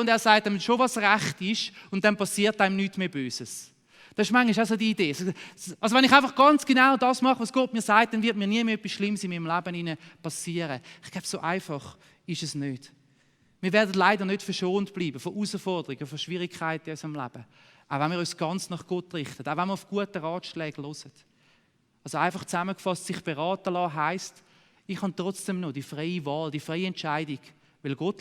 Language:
Swiss German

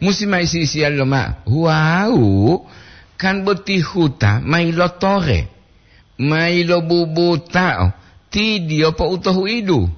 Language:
Gorontalo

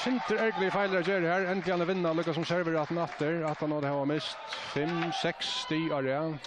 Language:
Faroese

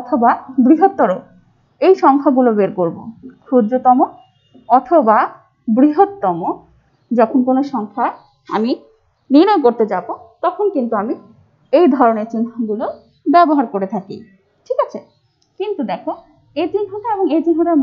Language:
Bangla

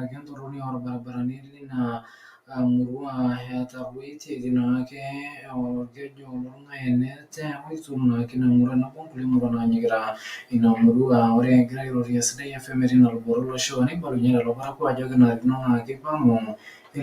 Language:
Masai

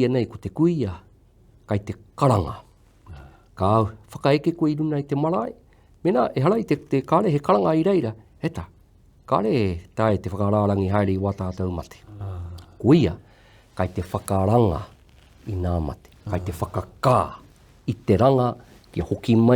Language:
Māori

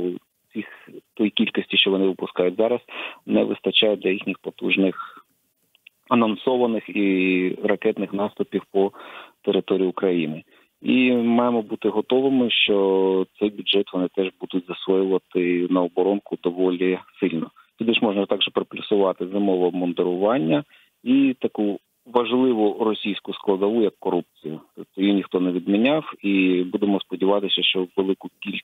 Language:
Ukrainian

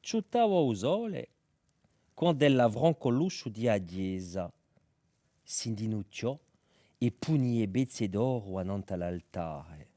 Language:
Corsican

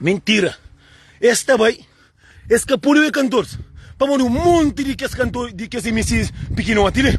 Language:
Kabuverdianu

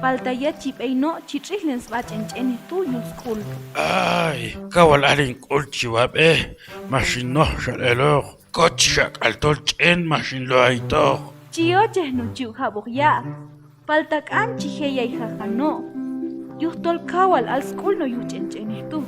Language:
Q'anjob'al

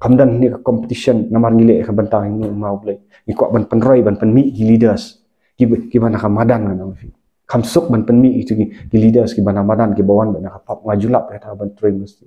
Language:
Khasi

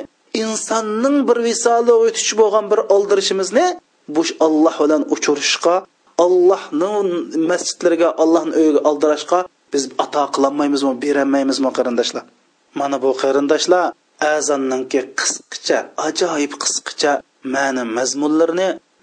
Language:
Uyghur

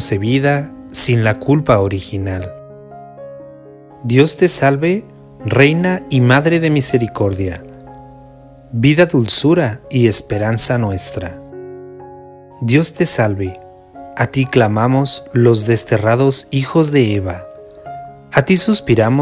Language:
Spanish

